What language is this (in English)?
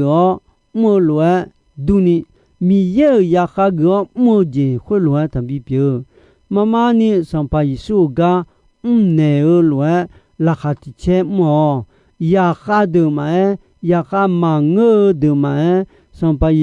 Akha